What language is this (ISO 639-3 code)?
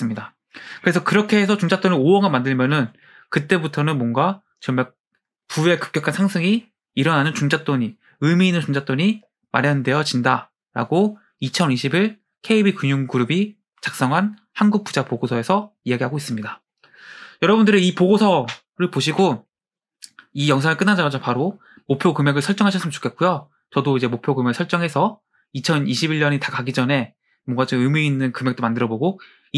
kor